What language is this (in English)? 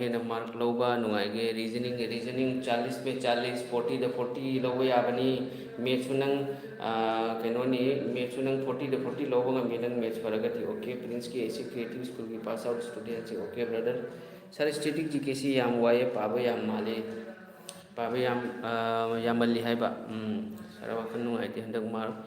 Manipuri